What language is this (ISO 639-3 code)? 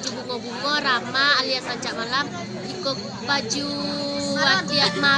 min